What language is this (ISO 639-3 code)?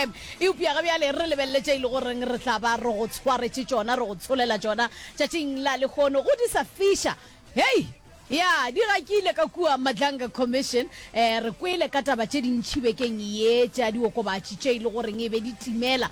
nso